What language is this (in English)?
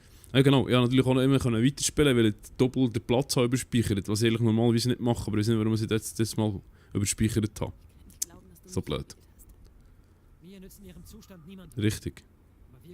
Swiss German